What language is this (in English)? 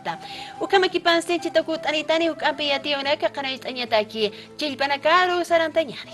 Aymara